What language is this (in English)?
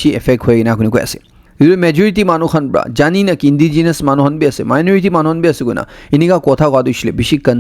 Naga Pidgin